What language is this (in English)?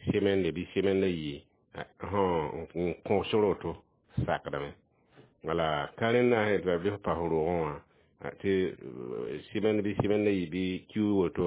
Mossi